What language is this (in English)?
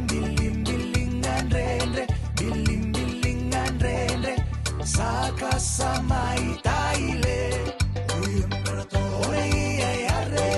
Fijian